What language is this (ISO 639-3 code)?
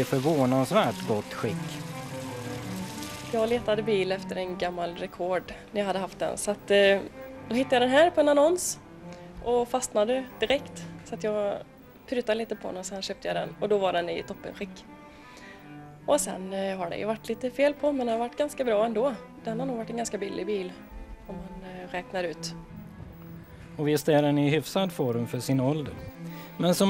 swe